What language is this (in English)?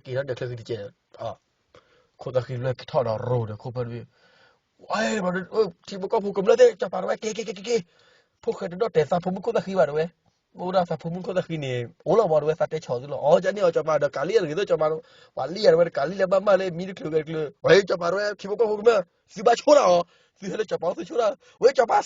S'gaw Karen